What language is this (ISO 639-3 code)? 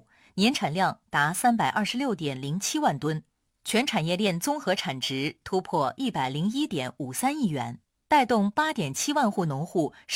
zho